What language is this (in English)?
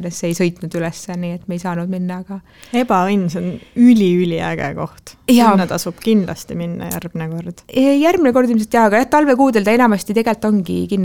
Estonian